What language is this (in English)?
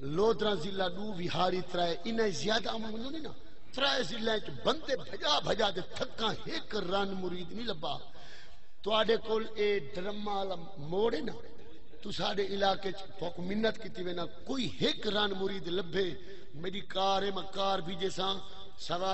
Saraiki